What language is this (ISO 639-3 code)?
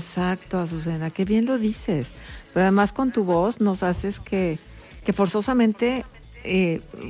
spa